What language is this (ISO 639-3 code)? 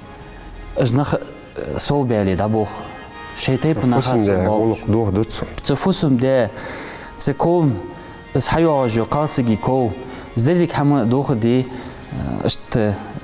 inh